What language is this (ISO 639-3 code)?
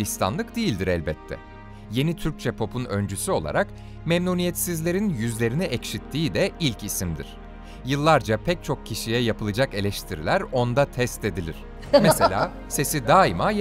tur